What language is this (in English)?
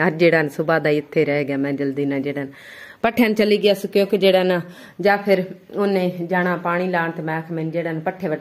Punjabi